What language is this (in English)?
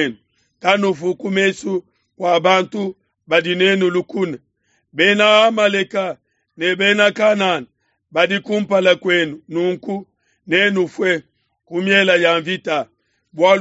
Luba-Lulua